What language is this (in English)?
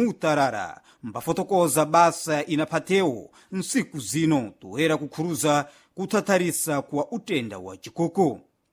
Sena